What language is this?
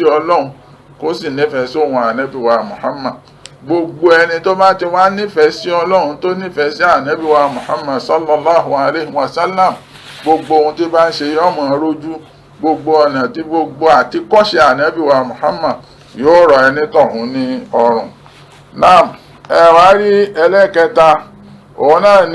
Yoruba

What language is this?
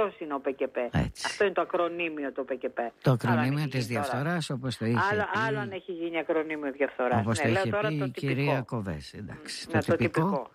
Greek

